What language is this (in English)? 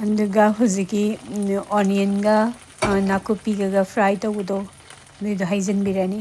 Manipuri